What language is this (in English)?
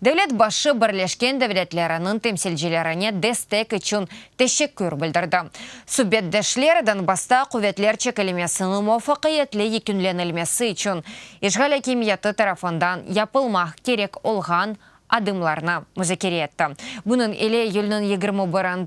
Crimean Tatar